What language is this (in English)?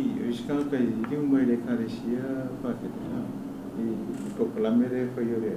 Samoan